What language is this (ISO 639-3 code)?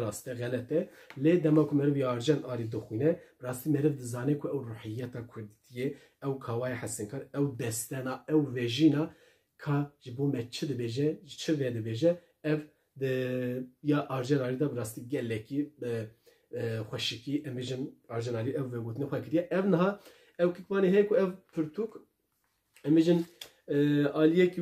kur